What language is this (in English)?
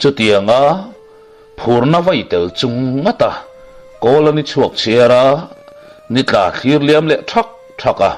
Mizo